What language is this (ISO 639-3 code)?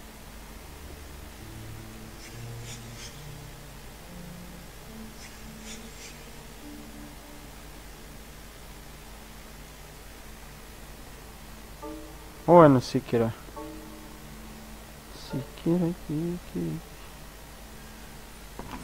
hrv